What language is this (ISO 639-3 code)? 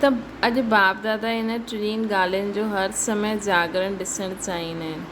snd